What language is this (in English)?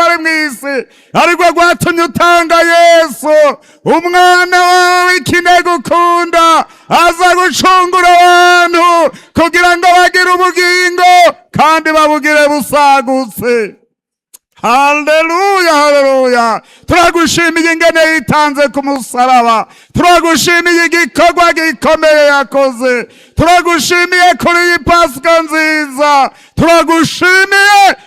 Rundi